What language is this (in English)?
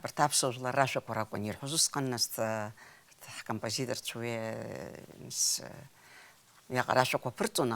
Abkhazian